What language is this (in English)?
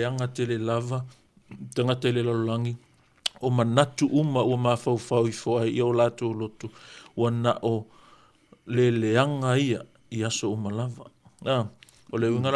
Samoan